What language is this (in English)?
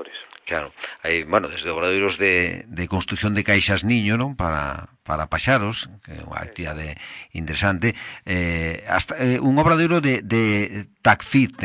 Galician